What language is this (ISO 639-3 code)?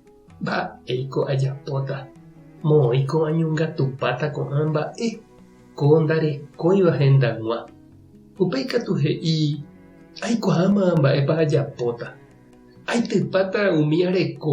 grn